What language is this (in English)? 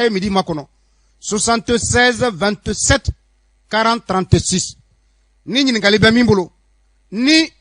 Bambara